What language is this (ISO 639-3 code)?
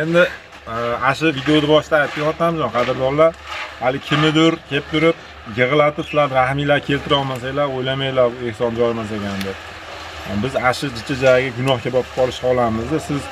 uzb